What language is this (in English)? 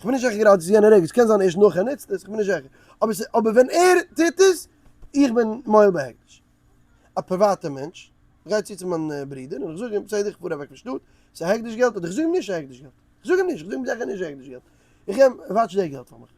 Yiddish